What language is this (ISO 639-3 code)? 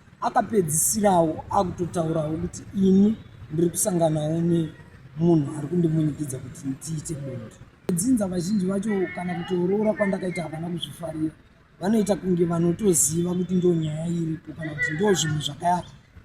sna